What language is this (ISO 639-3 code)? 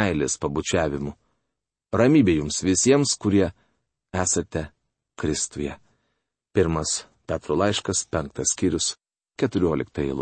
lit